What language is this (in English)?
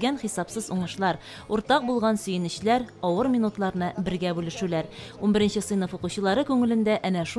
Tatar